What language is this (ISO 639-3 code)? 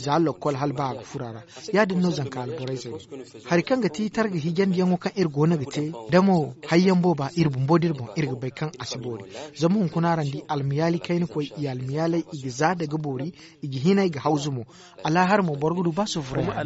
dje